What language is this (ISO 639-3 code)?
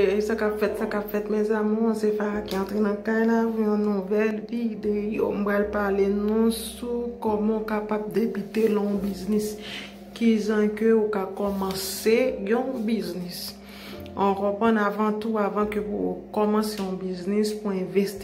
hat